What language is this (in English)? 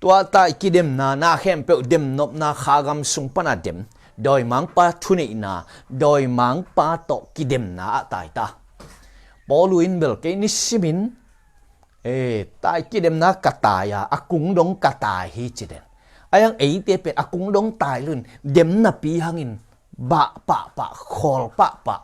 Tedim Chin